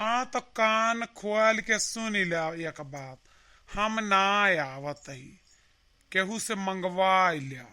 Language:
Awadhi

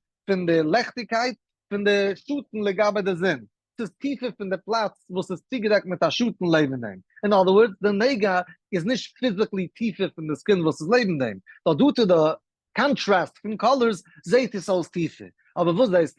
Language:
Yiddish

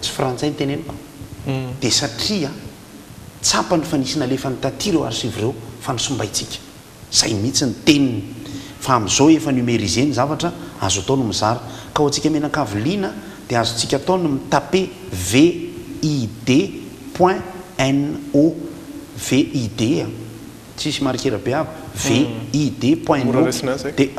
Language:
Malagasy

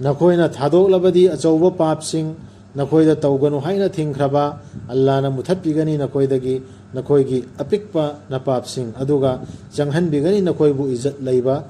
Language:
Manipuri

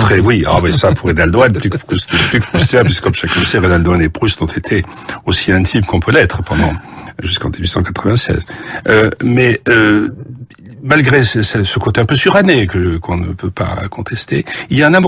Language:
French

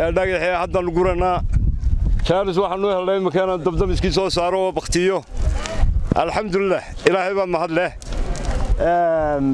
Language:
Somali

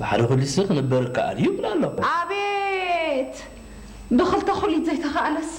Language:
Tigrinya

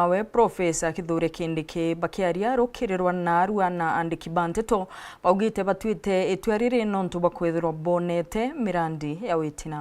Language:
Meru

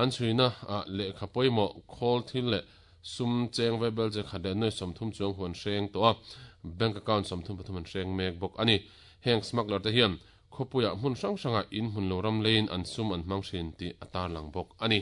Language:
Mizo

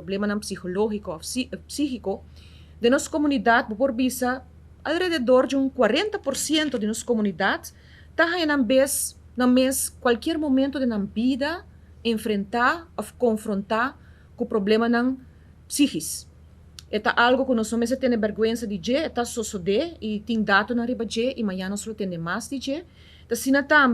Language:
Papiamento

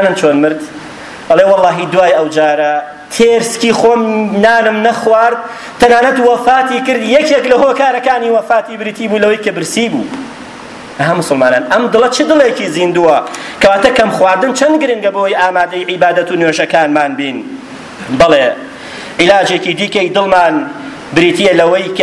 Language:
Central Kurdish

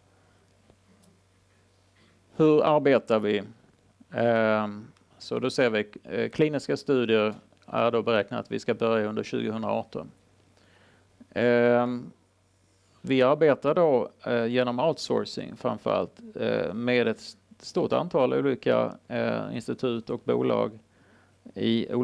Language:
Swedish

